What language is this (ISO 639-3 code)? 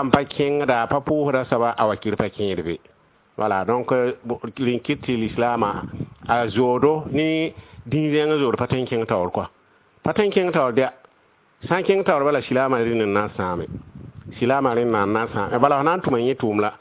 mos